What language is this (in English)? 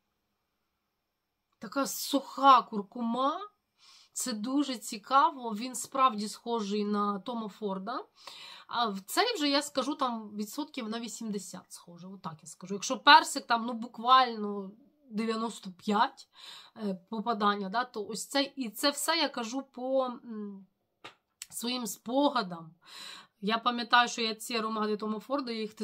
Ukrainian